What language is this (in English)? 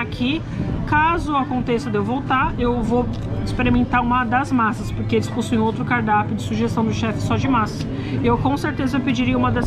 Portuguese